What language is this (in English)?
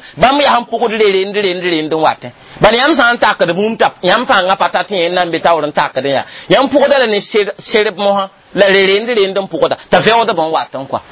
Mossi